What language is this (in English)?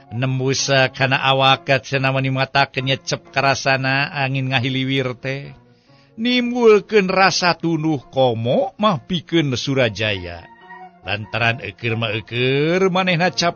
Sundanese